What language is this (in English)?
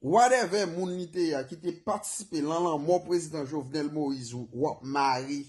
Haitian Creole